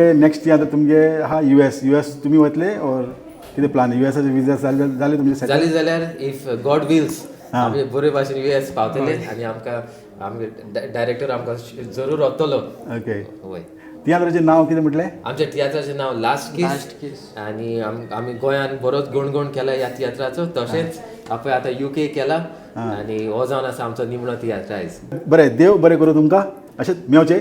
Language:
Konkani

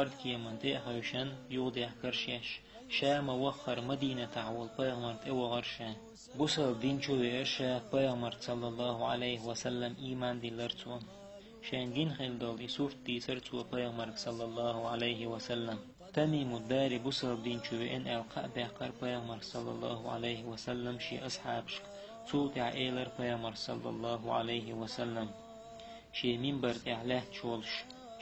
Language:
Chechen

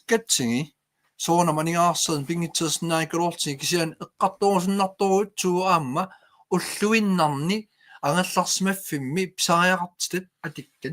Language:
Kalaallisut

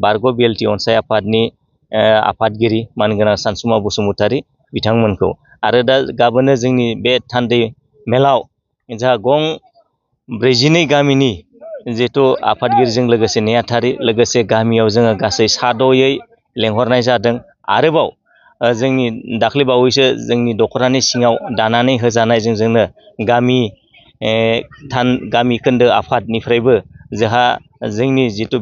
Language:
Bodo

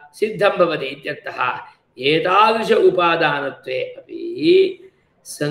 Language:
Sanskrit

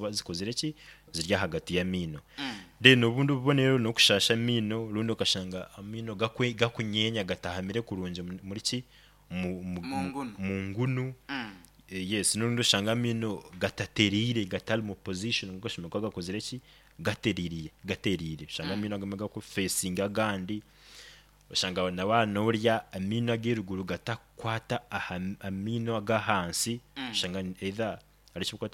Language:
Nyoro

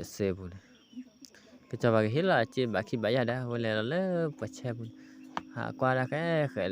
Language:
S'gaw Karen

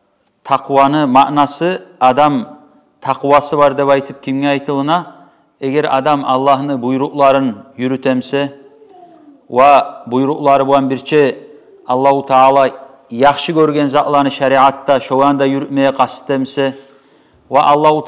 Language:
Kumyk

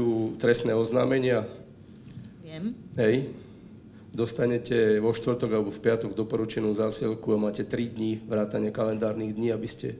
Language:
Slovak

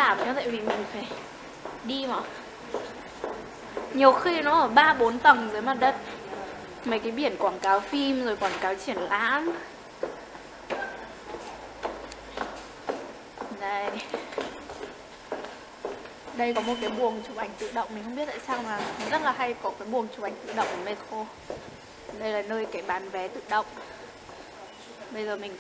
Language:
Vietnamese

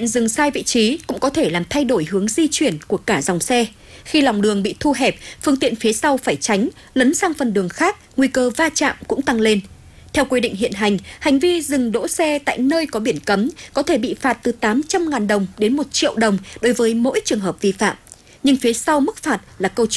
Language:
Vietnamese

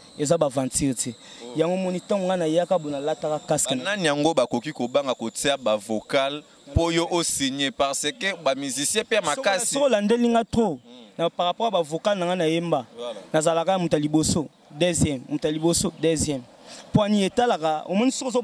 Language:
Lingala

